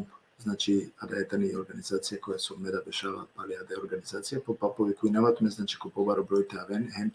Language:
Balkan Romani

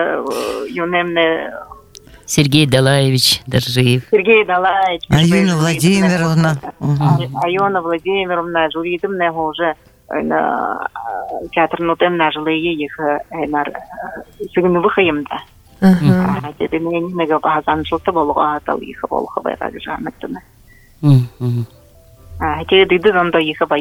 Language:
Buriat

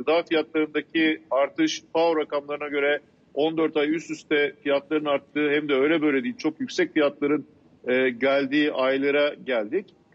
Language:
Turkish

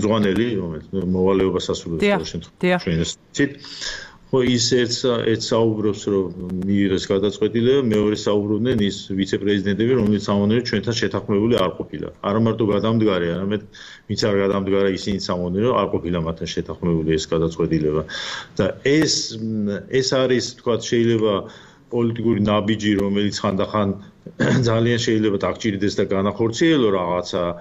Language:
Georgian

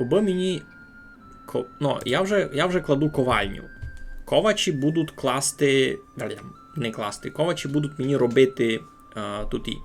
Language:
Rusyn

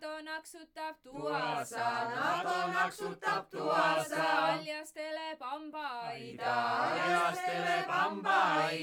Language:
Estonian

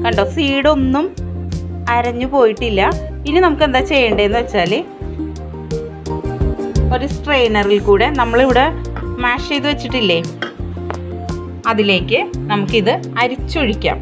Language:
Malayalam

